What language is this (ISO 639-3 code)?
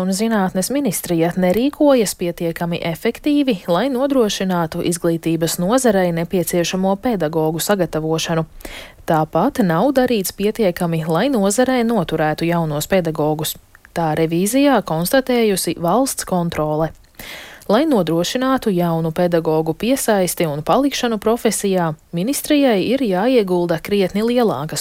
lav